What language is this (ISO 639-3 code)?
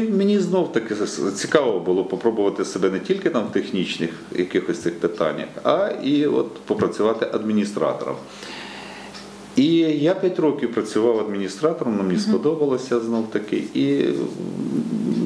ukr